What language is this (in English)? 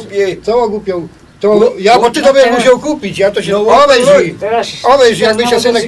Silesian